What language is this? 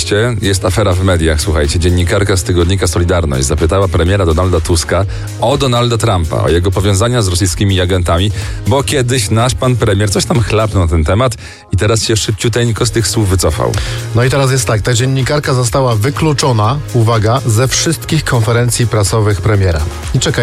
Polish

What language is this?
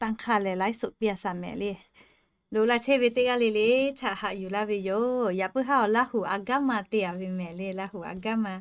Lahu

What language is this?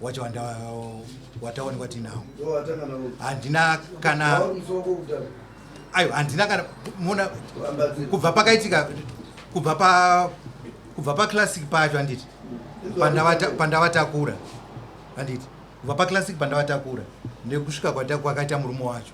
Shona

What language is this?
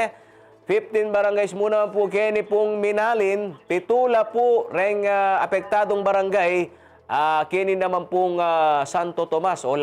Pampanga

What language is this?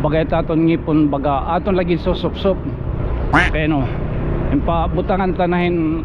Waray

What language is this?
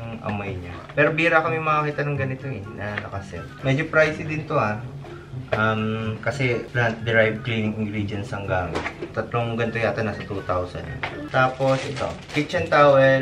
Filipino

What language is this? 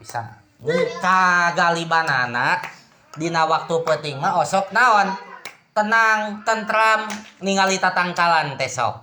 Sundanese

